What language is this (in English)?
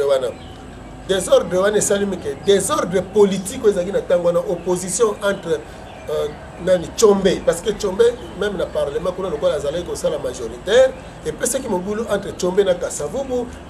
Lingala